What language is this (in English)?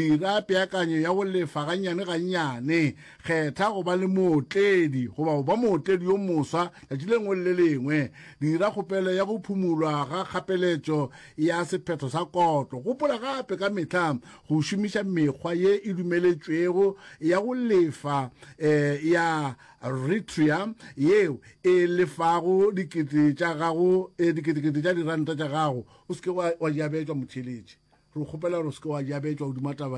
Northern Sotho